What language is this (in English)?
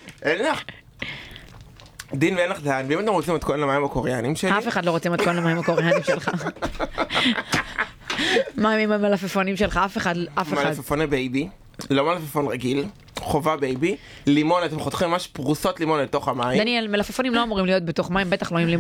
Hebrew